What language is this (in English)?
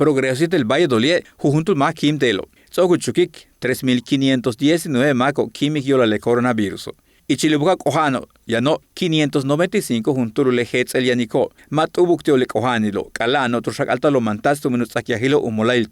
Yucateco